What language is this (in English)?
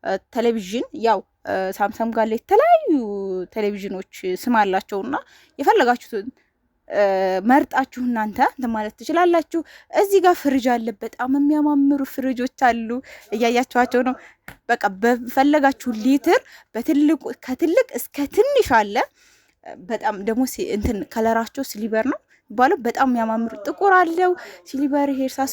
Amharic